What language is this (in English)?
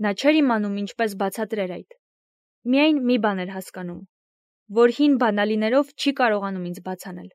Armenian